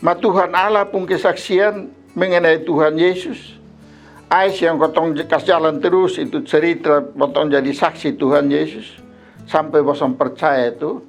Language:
Kupang Malay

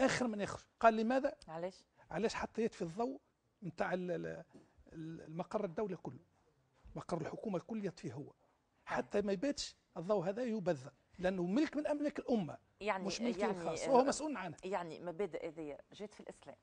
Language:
Tunisian Arabic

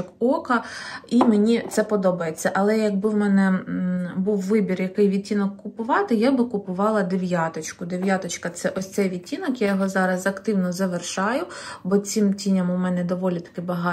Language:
Ukrainian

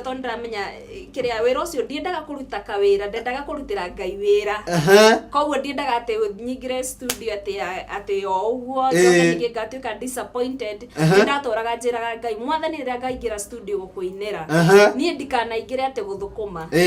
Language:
Kikuyu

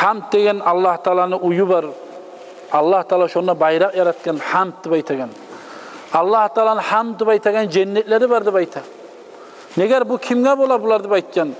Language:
Kumyk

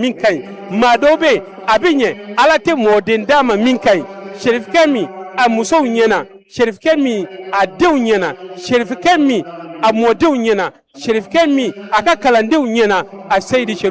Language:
Bambara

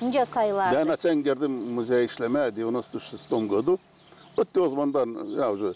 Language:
Gagauz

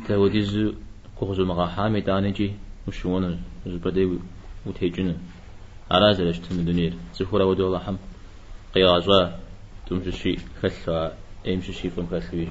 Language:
Kabardian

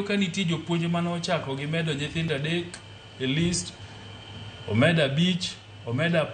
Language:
Luo (Kenya and Tanzania)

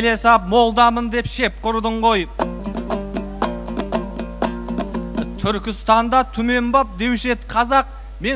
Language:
Kazakh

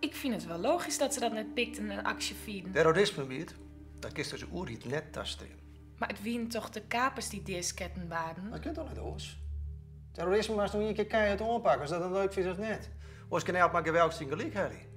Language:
Western Frisian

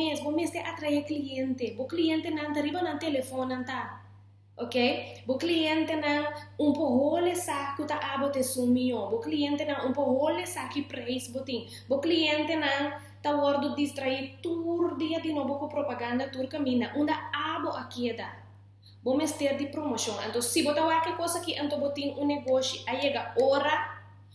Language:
Papiamento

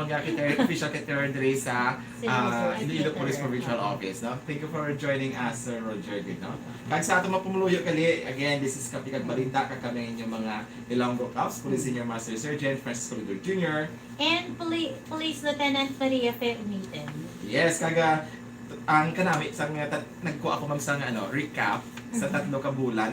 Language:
Hiligaynon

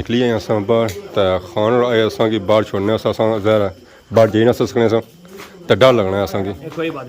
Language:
Pahari-Potwari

